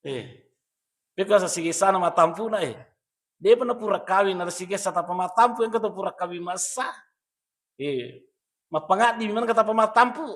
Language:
Buginese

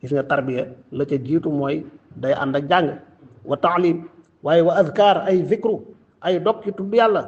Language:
Wolof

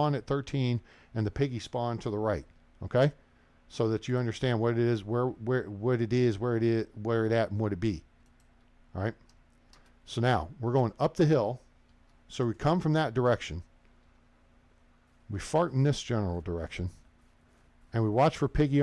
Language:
English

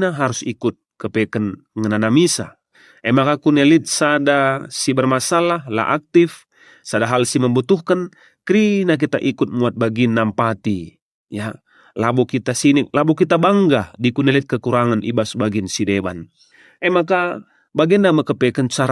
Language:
Batak Karo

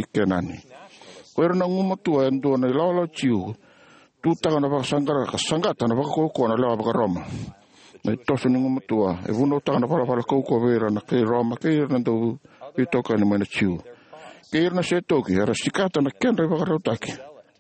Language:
Fijian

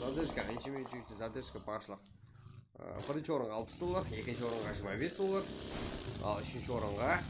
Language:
Kara-Kalpak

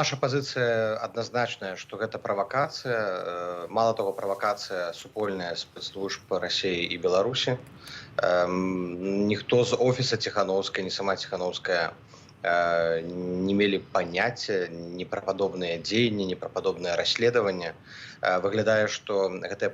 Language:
Belarusian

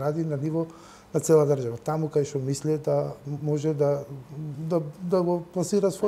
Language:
Macedonian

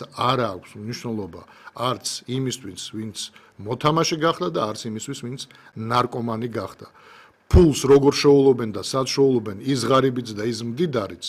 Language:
Georgian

